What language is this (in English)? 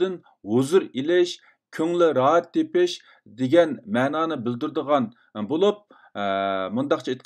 Uyghur